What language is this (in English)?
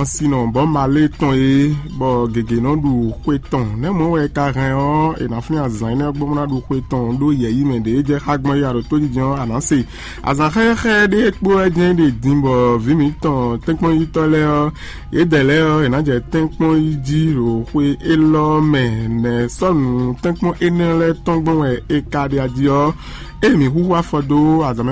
Fon